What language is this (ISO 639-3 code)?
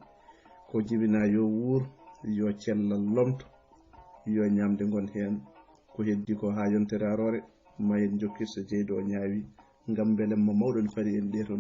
ful